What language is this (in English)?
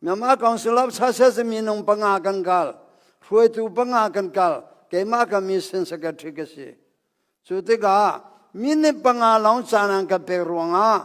Hakha Chin